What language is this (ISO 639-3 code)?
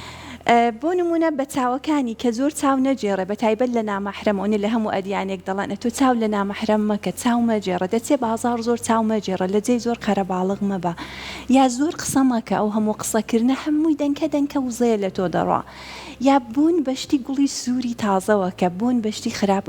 ckb